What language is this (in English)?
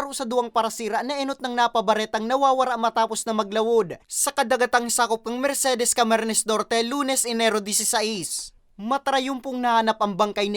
Bikol